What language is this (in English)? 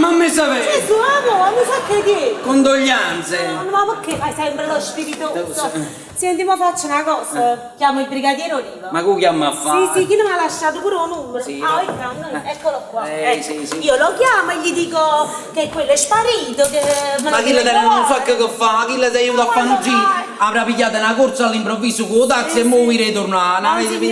Neapolitan